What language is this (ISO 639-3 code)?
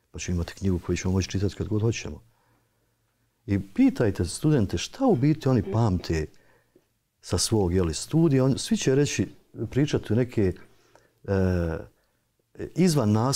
bos